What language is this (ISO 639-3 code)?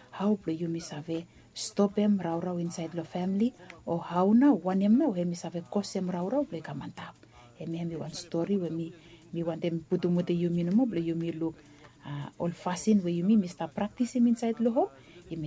bis